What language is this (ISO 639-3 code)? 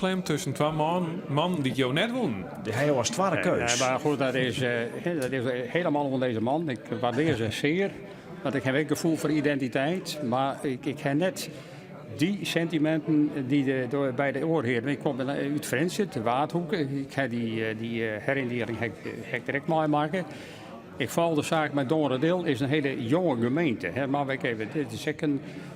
fry